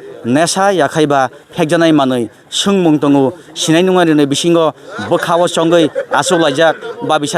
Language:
Kok Borok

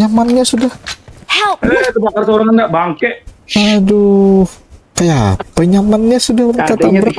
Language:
Banjar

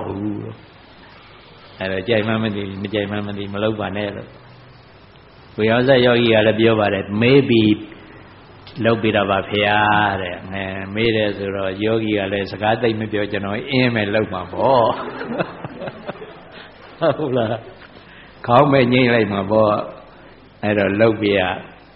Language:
Burmese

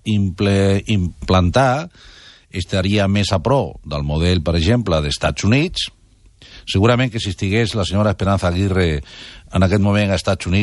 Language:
Catalan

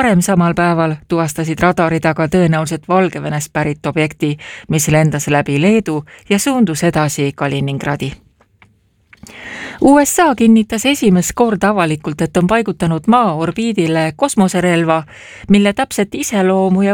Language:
Estonian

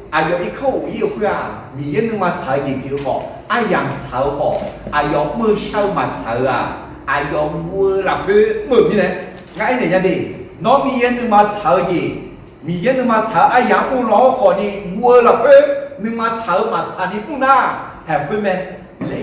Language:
Akha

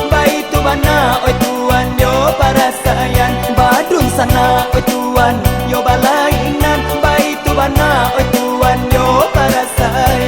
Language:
Minangkabau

